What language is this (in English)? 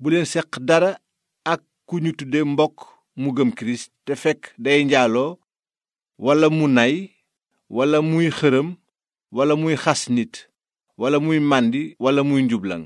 Wolof